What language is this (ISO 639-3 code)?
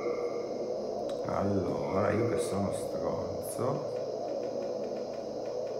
ita